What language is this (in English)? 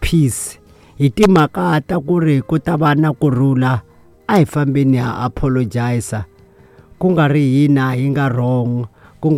Tsonga